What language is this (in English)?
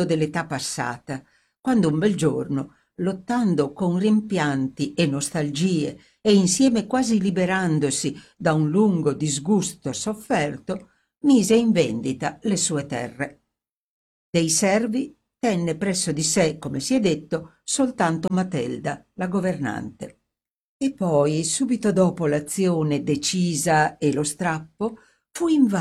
Italian